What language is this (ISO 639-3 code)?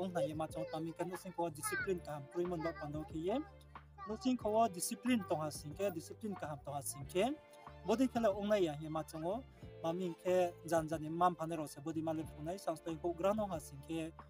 ria